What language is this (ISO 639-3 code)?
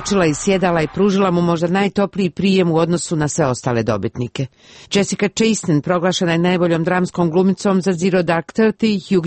hrv